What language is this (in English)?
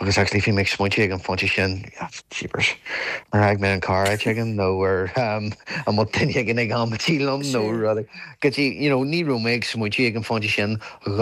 Irish